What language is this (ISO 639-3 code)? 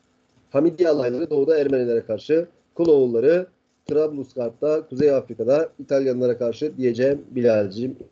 tur